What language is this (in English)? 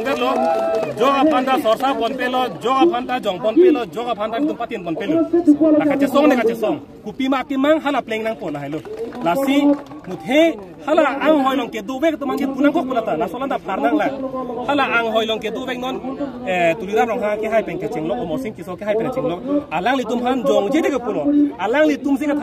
Karbi